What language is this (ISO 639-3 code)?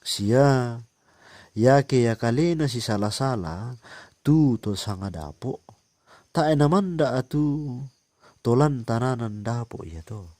sda